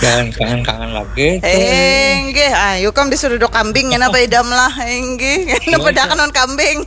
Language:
Banjar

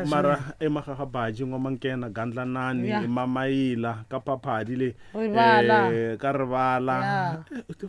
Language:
Tsonga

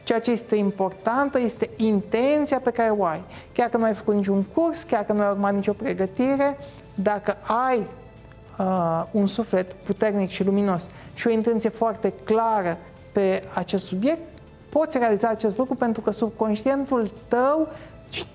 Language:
Romanian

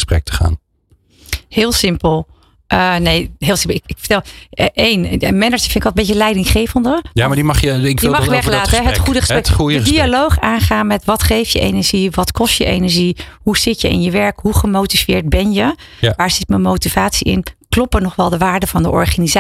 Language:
Dutch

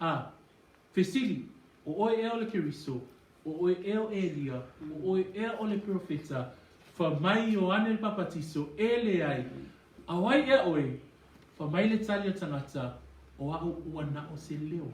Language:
Samoan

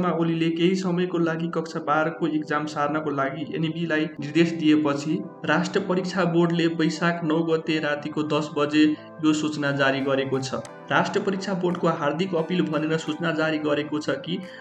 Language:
Nepali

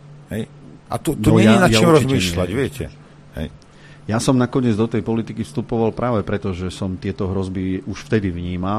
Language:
Slovak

